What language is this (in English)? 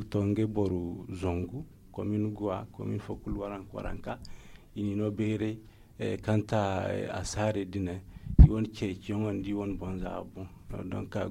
Zarma